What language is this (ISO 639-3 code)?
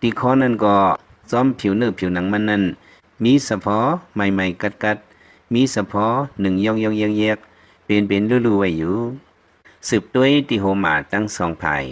lao